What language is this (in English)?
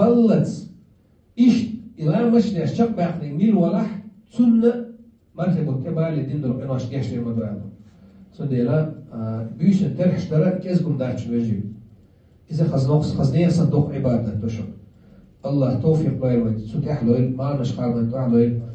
Chechen